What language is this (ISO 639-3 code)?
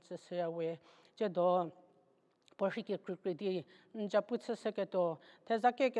njm